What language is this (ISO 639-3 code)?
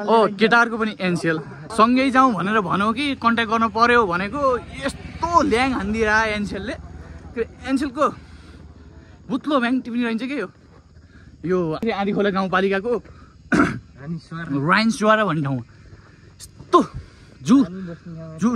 nep